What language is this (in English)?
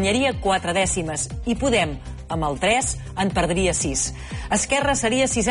Catalan